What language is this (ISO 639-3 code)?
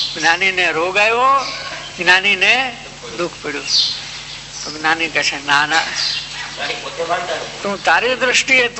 guj